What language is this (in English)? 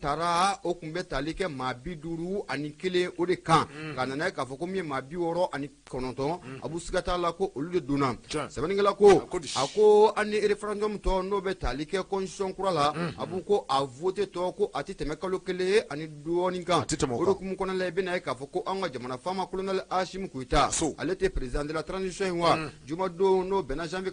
Bambara